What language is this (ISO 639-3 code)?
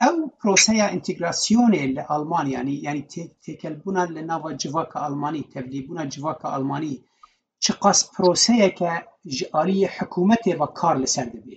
kur